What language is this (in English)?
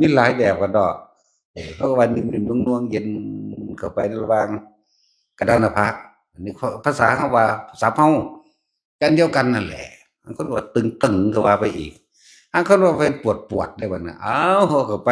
Northeastern Thai